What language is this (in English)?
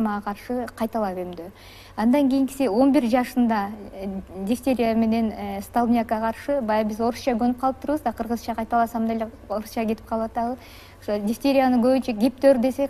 Kyrgyz